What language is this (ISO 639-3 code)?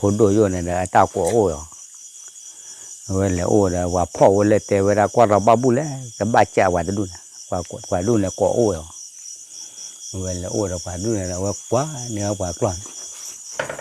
ksw